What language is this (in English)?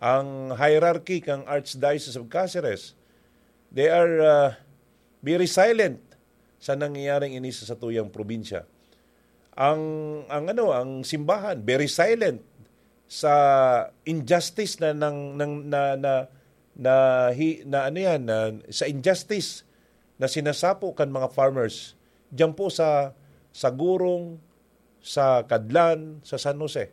Bikol